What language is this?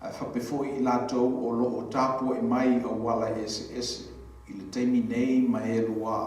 Samoan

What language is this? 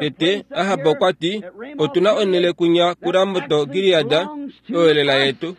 Kuanyama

